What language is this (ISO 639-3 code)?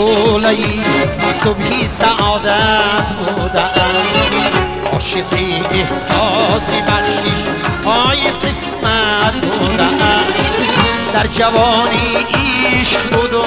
tgk